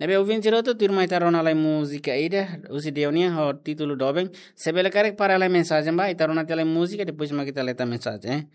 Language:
Tetum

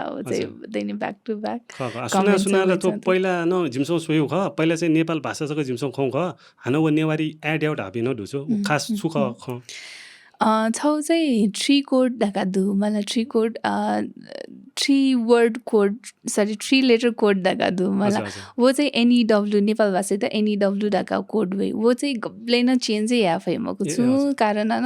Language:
Newari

